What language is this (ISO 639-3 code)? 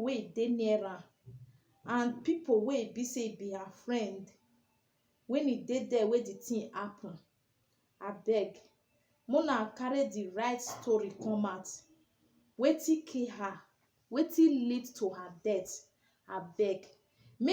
pcm